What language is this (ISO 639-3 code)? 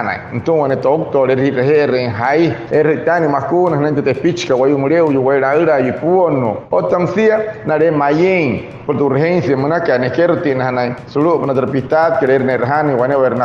guc